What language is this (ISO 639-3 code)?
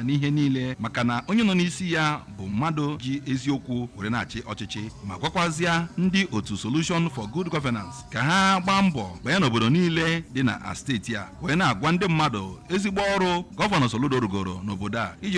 ibo